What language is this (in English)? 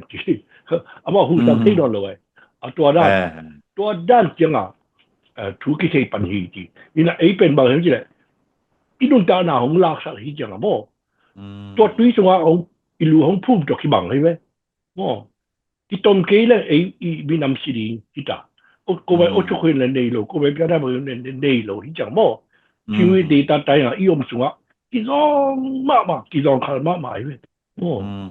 Tedim Chin